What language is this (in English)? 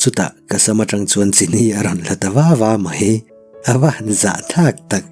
Mizo